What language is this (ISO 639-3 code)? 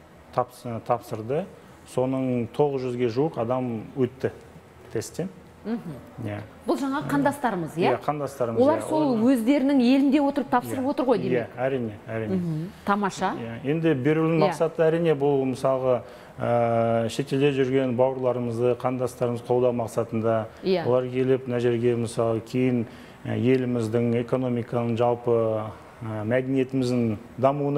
kaz